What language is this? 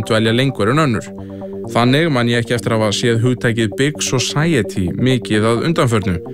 Icelandic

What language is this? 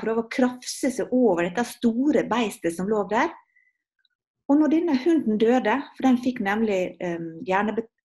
Norwegian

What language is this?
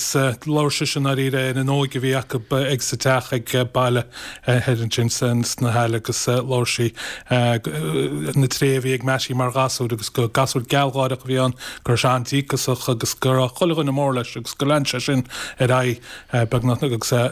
Irish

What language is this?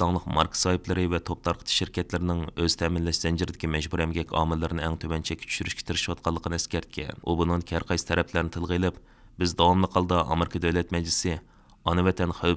Uyghur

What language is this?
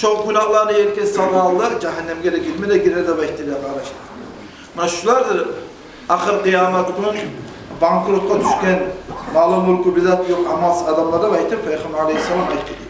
Kumyk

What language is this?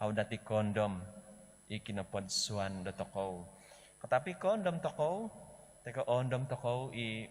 Central Dusun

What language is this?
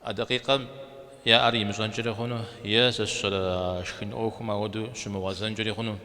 Kabardian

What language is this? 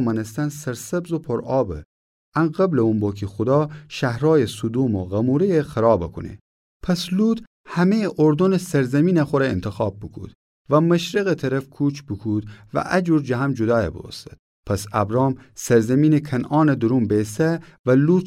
Gilaki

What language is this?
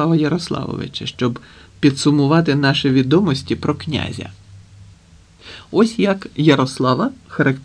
Ukrainian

